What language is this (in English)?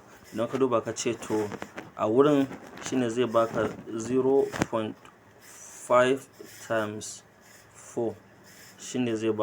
Hausa